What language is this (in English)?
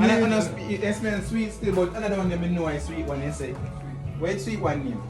Jamaican Creole English